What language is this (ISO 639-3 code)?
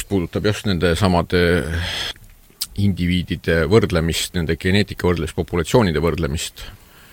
est